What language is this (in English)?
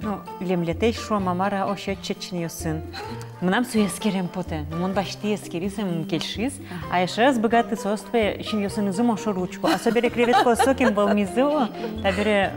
Udmurt